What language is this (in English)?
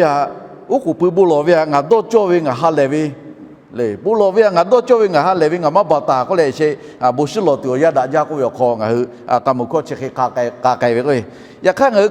Lahu